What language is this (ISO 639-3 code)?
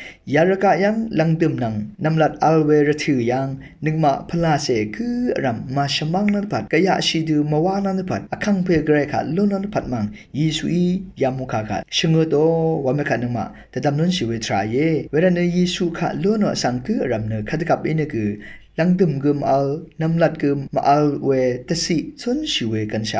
raw